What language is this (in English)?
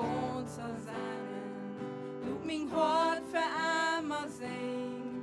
Plautdietsch